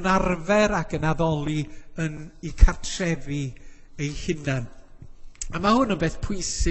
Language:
Welsh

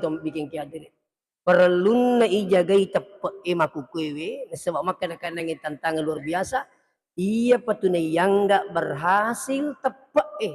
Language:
Buginese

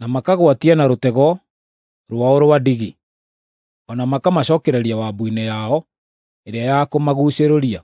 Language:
Kikuyu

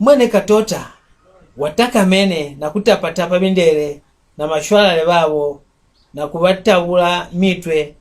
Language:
Mbunda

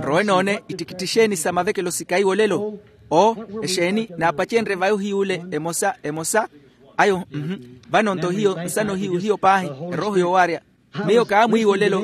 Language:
Makhuwa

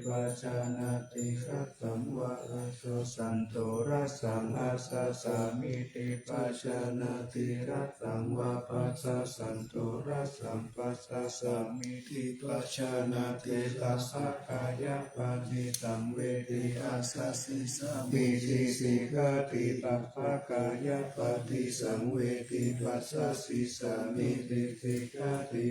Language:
Pali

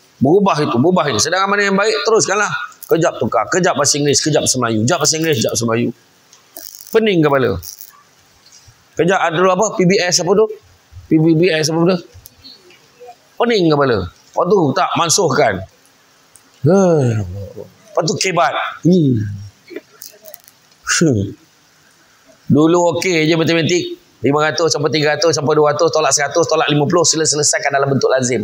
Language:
Malay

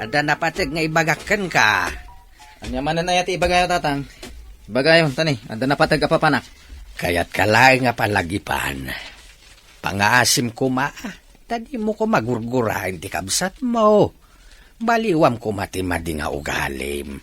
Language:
Iloko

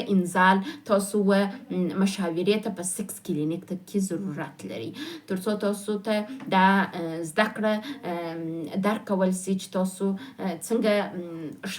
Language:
Pashto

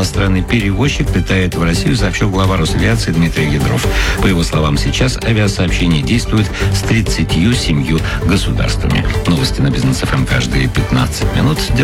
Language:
Russian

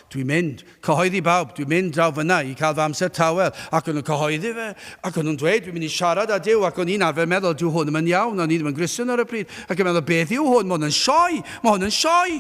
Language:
Welsh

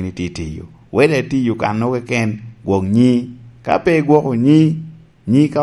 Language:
Lango (Uganda)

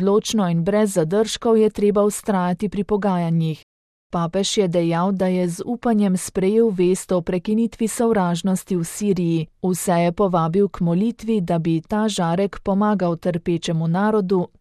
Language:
Slovenian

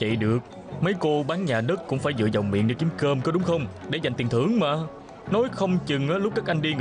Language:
Vietnamese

